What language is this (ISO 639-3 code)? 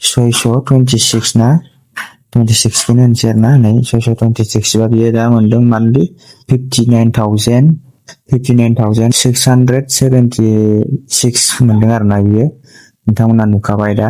brx